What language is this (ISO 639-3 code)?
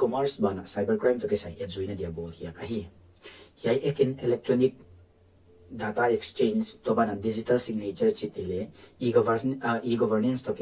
pck